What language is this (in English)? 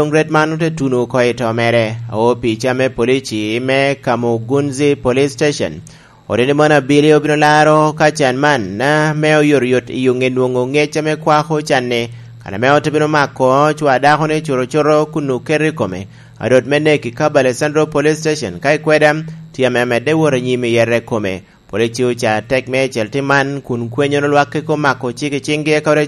Lango (Uganda)